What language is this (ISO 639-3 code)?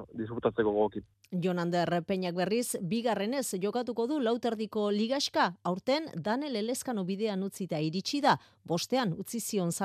eus